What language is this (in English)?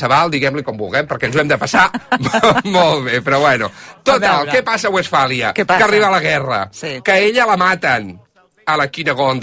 Catalan